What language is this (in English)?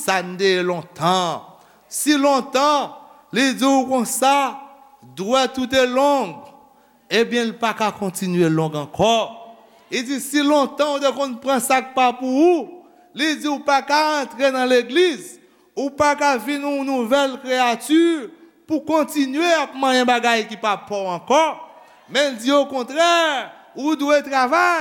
Haitian Creole